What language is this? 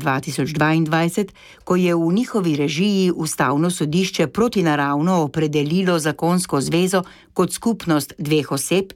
Slovenian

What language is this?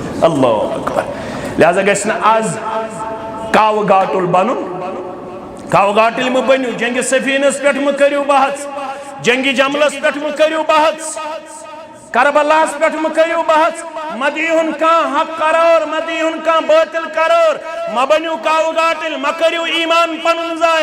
Kashmiri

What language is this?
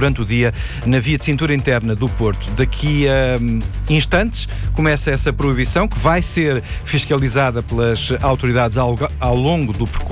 Portuguese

